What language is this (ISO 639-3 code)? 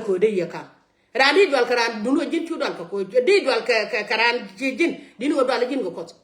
nus